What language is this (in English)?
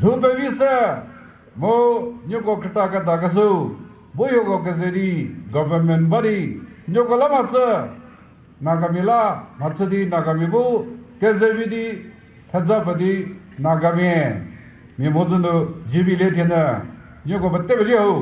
Chokri Naga